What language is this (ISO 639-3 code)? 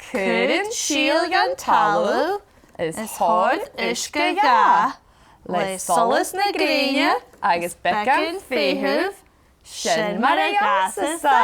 gla